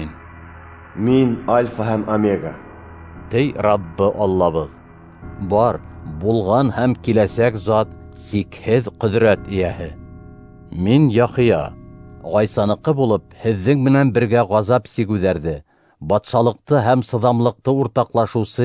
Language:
Bashkir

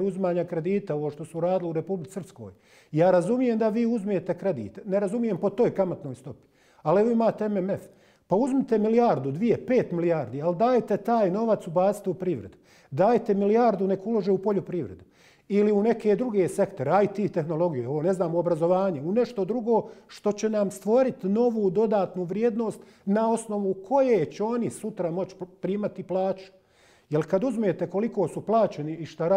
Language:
Bosnian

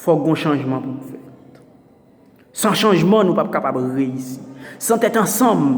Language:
Haitian Creole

